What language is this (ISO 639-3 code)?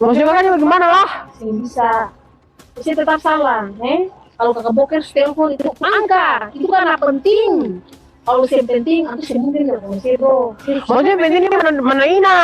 abs